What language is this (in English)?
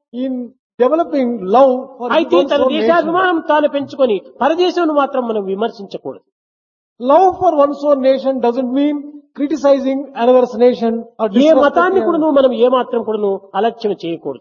Telugu